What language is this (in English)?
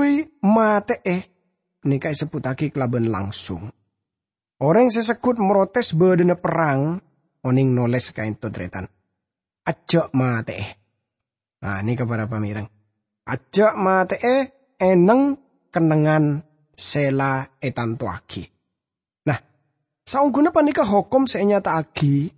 Madurese